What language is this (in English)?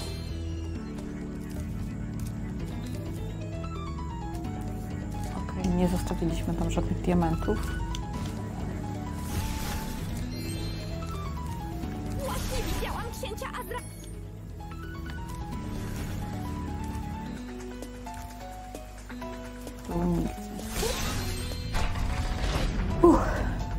Polish